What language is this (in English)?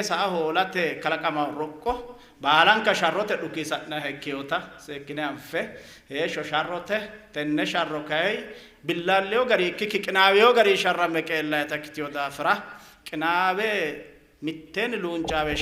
Sidamo